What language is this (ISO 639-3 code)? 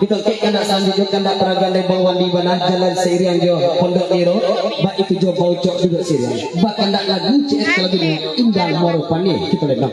min